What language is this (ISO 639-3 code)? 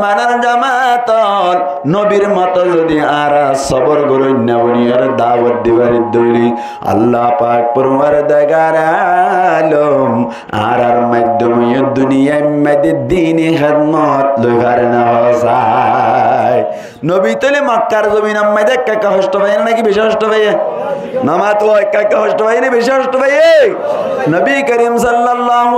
rhg